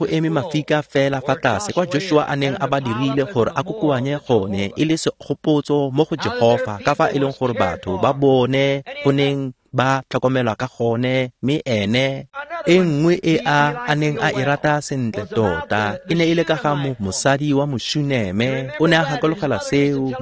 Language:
Tswana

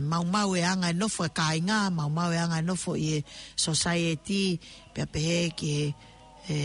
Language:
Tongan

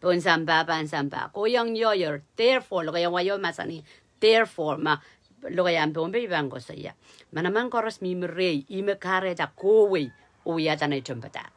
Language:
Pohnpeian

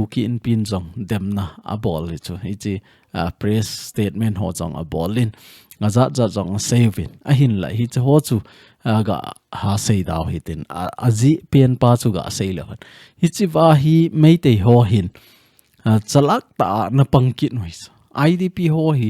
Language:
Thado Chin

